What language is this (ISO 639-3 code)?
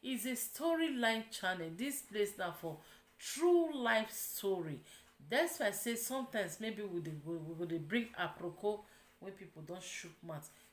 pcm